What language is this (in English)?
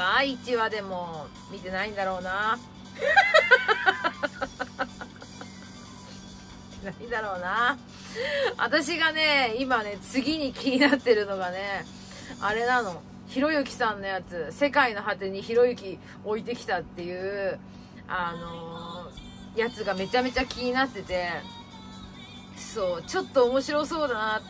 Japanese